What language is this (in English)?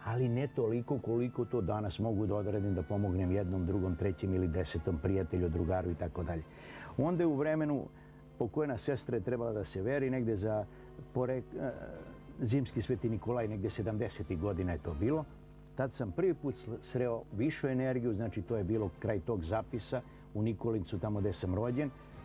Serbian